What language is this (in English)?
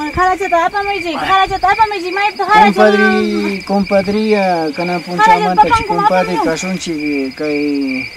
Ayacucho Quechua